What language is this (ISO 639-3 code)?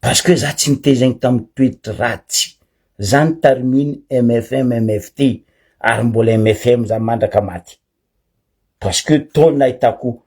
mlg